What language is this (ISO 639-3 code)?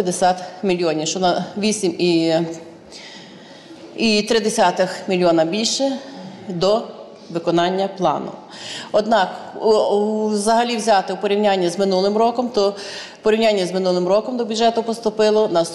ukr